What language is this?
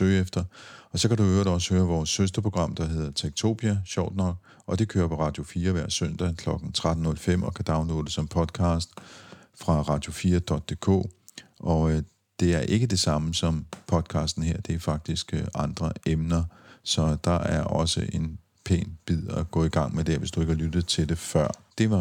Danish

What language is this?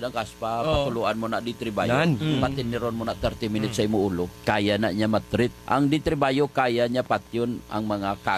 Hiligaynon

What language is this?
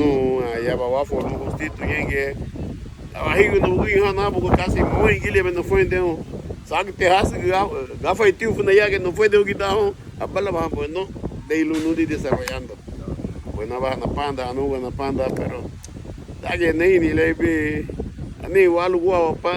Garifuna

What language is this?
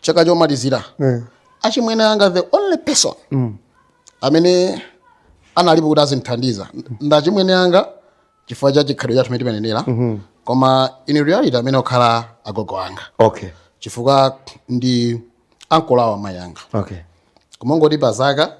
Nyanja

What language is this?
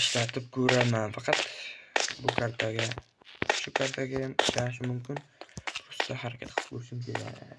Uzbek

